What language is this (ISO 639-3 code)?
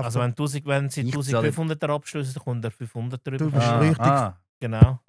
gsw